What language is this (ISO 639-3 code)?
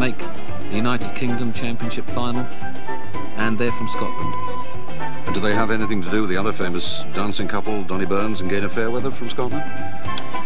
eng